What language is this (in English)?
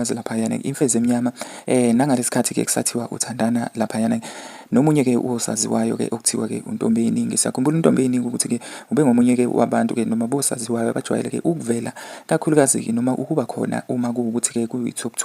Zulu